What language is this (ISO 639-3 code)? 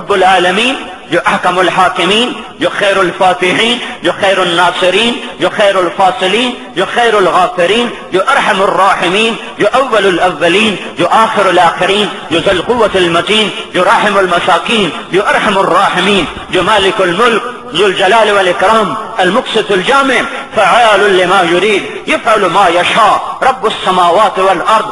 urd